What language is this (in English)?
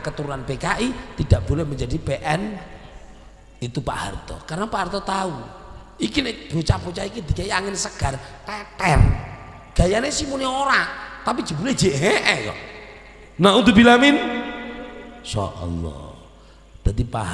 Indonesian